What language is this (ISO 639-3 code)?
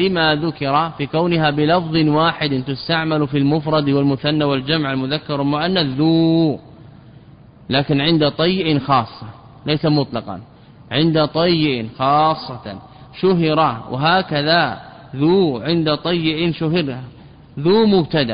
ara